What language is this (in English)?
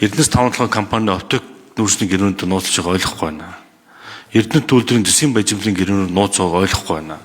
Mongolian